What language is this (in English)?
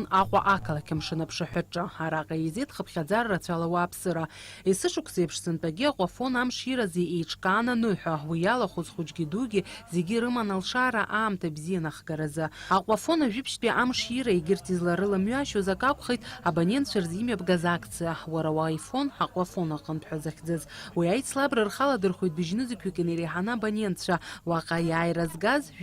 Abkhazian